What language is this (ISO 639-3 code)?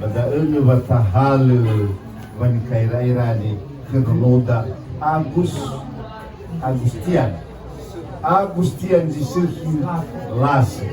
nia